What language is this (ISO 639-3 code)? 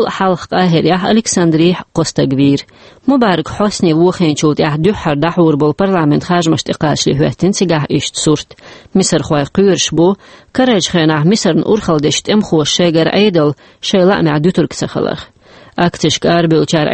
che